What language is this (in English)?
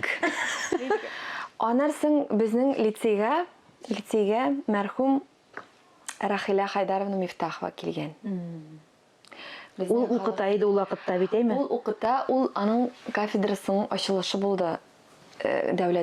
Tatar